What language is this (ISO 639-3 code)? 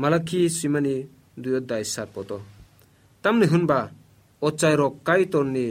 trp